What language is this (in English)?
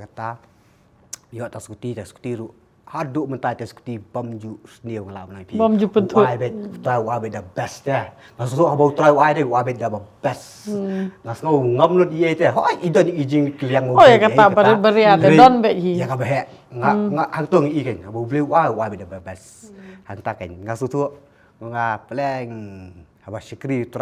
Khasi